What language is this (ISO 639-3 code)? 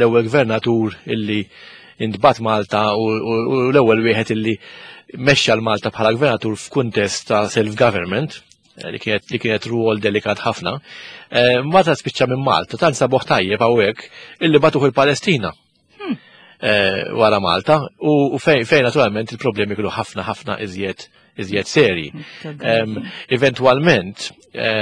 mlt